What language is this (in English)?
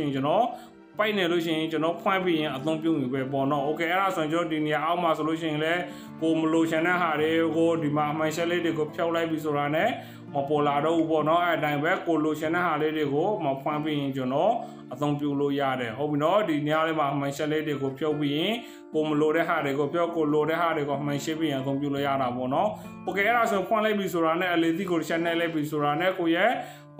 Burmese